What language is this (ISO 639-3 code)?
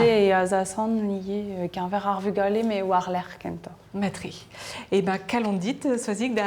bre